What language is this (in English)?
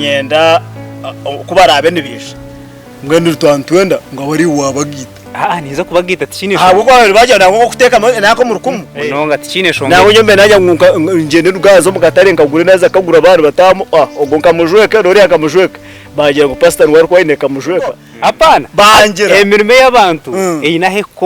Nyankole